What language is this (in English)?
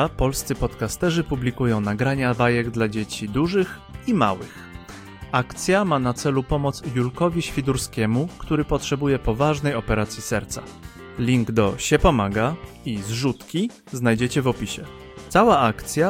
Polish